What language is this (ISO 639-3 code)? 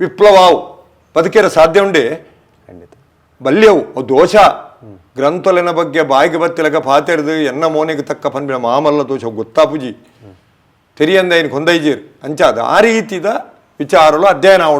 tcy